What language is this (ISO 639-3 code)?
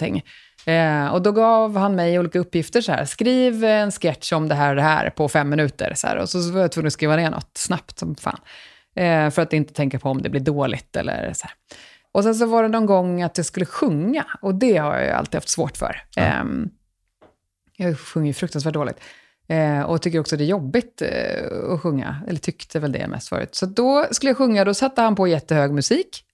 swe